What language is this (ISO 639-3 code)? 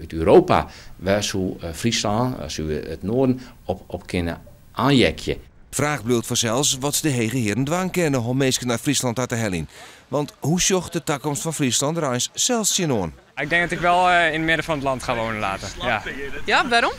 fry